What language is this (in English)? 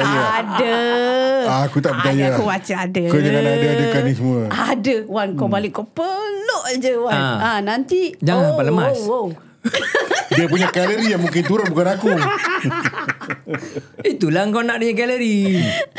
Malay